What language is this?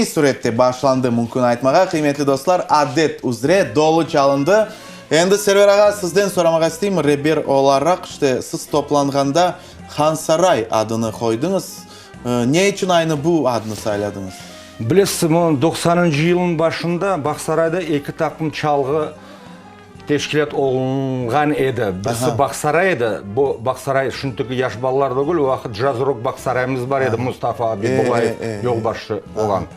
Crimean Tatar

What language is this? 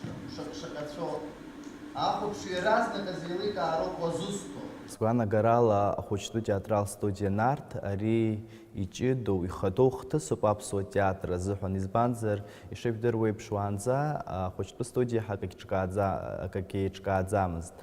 Abkhazian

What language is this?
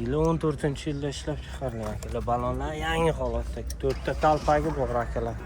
Uzbek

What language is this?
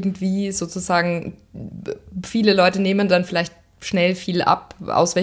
German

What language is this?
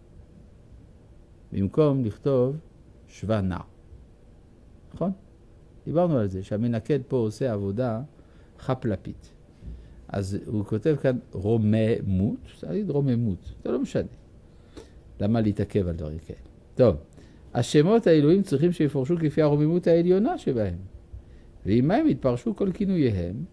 Hebrew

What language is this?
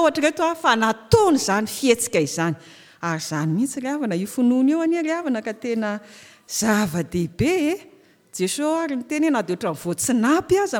Malagasy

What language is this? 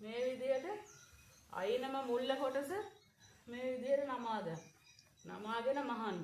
Sinhala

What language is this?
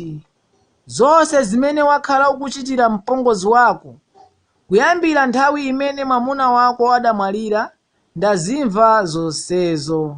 Nyanja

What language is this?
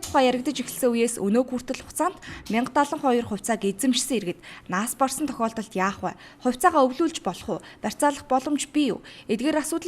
Mongolian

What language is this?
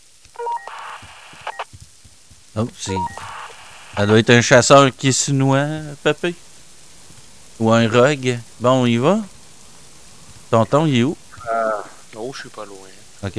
French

